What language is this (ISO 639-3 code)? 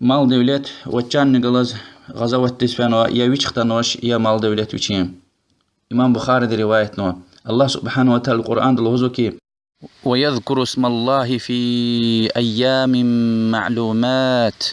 lez